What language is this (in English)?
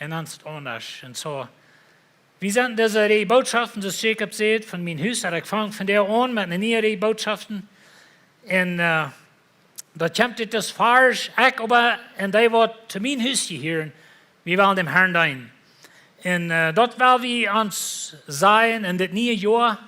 Plautdietsch